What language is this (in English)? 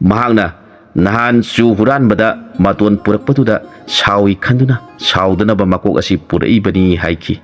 Manipuri